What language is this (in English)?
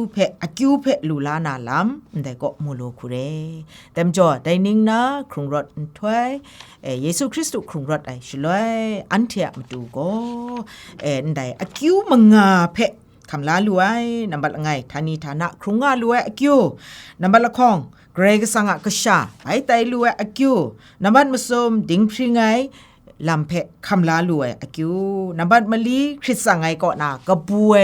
Kachin